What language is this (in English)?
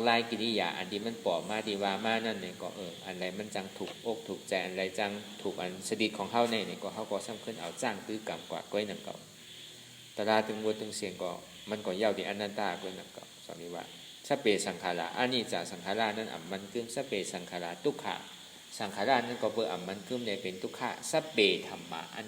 Shan